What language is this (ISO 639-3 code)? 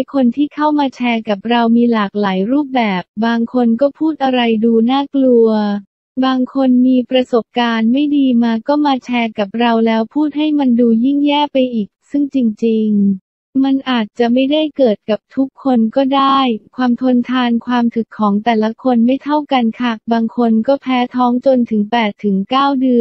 tha